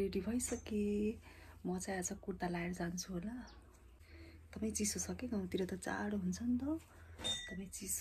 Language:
Nepali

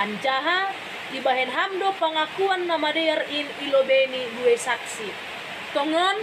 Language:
Batak Simalungun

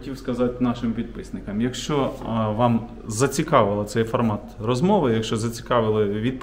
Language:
Ukrainian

